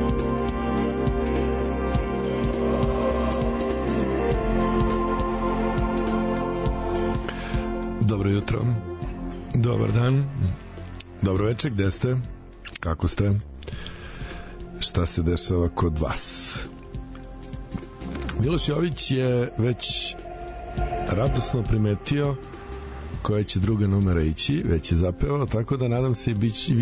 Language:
Serbian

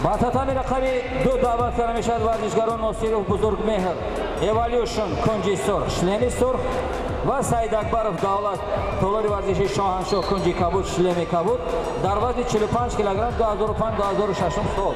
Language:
Tajik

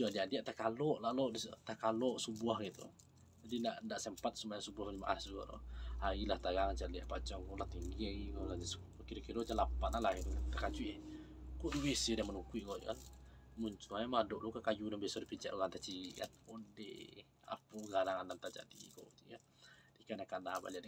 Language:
Minangkabau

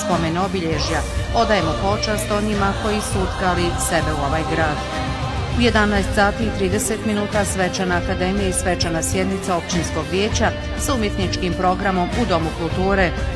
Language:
Bosnian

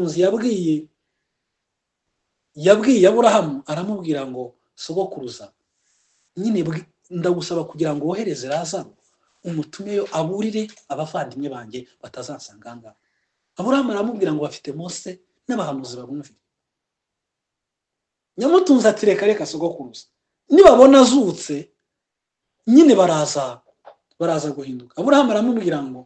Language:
Kinyarwanda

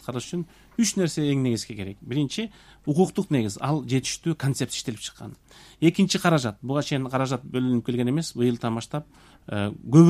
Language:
Kyrgyz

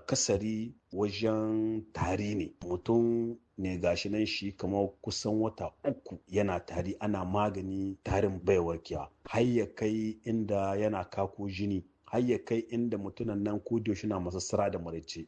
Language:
Hausa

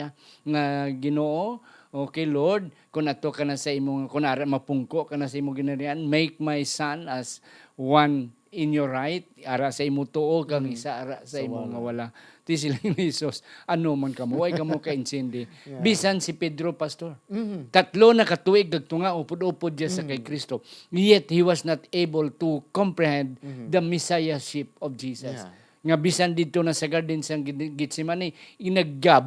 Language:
Hiligaynon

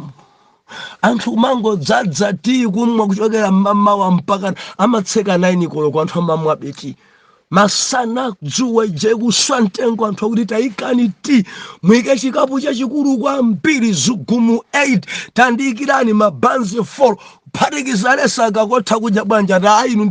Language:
Nyanja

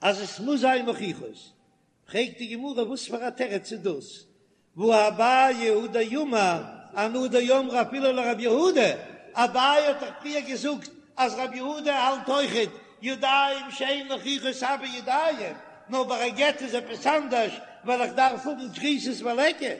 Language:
Yiddish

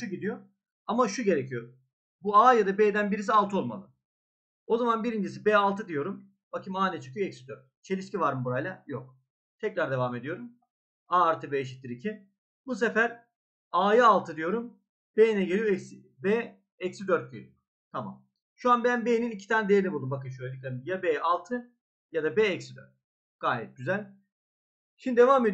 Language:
Turkish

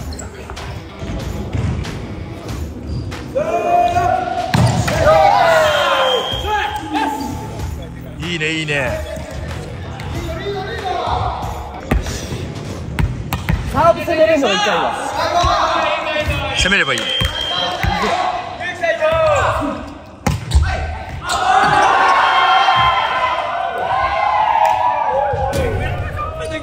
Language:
Japanese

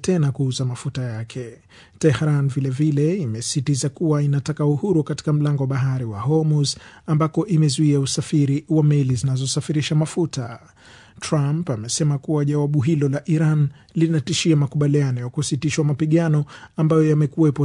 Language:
Swahili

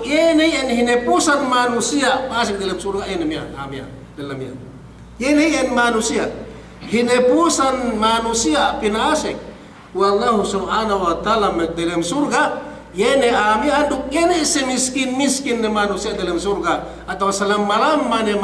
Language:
Yakan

